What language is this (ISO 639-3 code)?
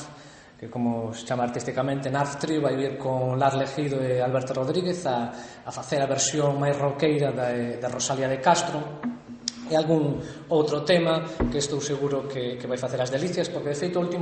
glg